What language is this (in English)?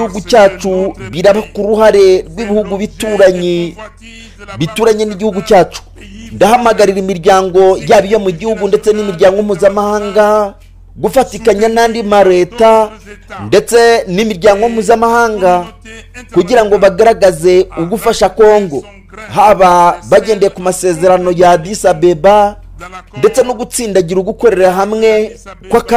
Kinyarwanda